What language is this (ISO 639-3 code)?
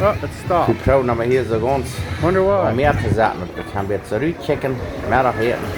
pdt